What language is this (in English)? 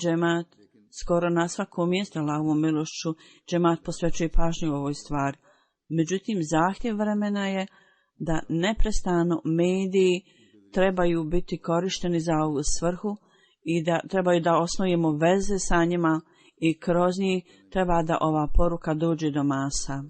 Bosnian